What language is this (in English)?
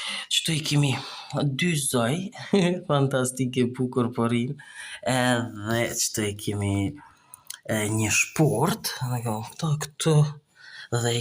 Albanian